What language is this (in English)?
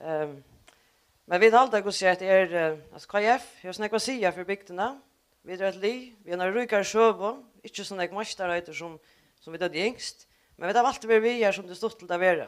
Faroese